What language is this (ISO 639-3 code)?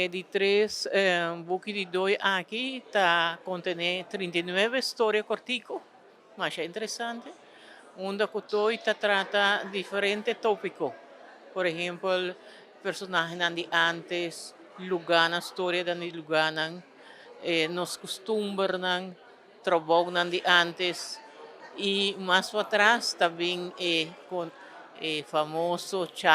pap